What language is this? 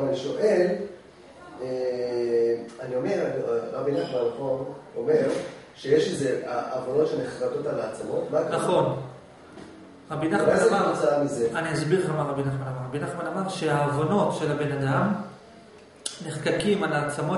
Hebrew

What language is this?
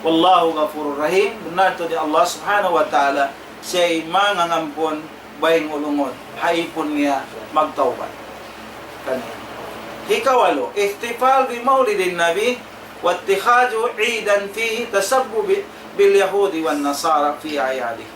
Tausug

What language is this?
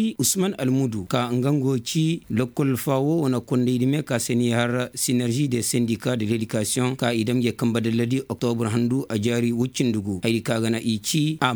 Koyraboro Senni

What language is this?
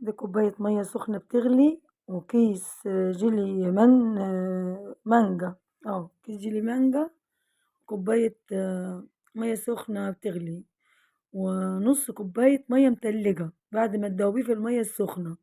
Egyptian Arabic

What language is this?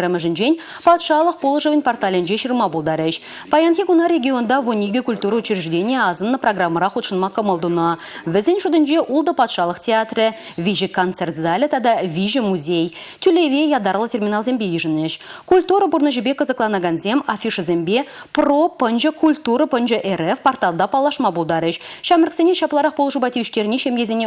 Chuvash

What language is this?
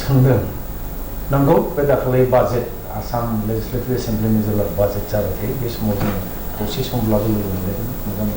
Bodo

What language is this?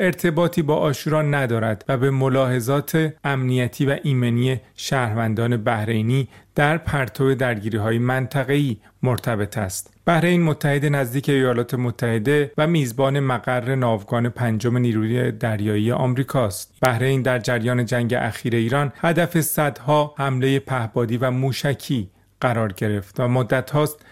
Persian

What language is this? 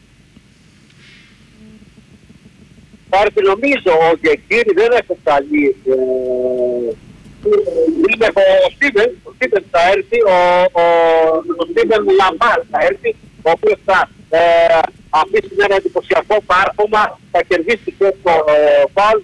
Greek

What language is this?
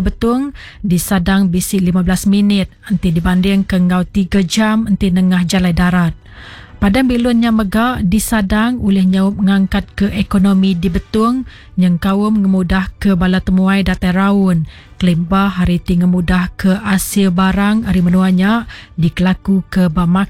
Iban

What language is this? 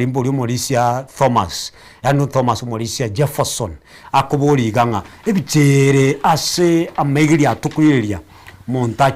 Gusii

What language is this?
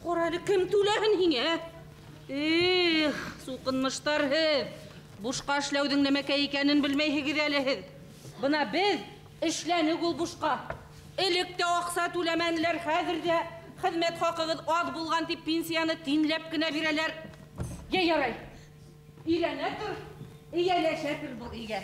Bashkir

